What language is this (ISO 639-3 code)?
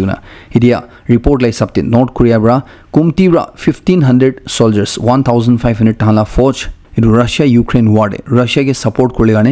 nag